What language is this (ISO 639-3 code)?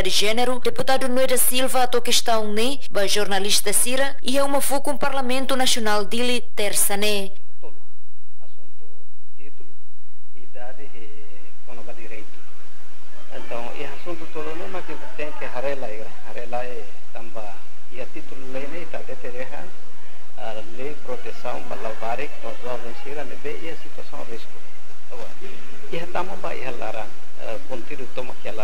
tet